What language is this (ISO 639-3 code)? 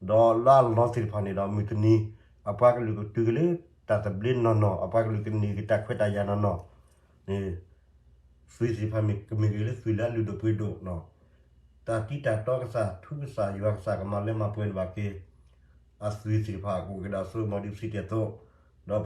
ksw